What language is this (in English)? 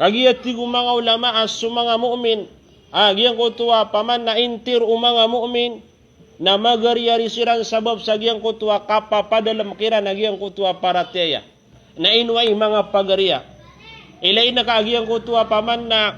Maranao